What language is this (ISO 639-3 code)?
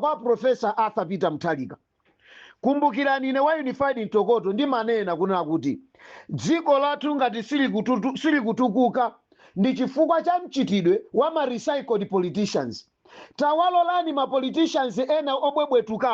nya